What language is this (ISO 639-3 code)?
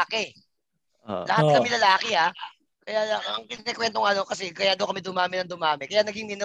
fil